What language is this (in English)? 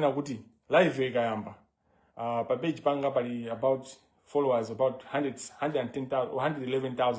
Nyanja